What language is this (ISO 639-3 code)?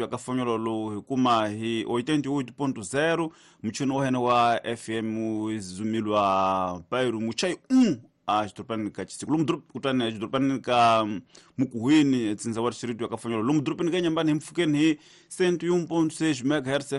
tso